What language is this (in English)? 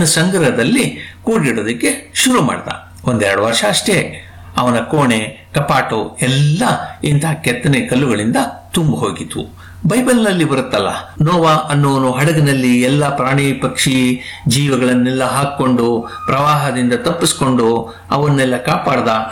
Kannada